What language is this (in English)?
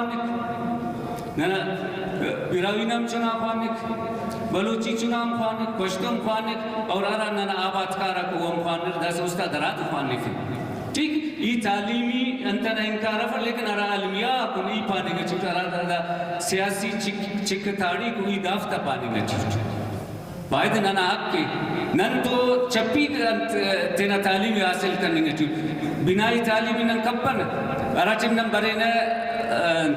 Brahui